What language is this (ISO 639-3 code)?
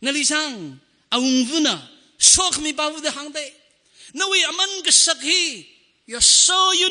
nmf